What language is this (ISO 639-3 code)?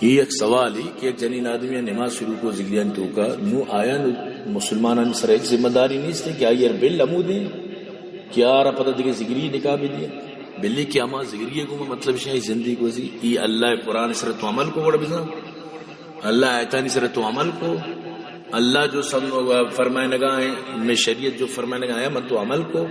bal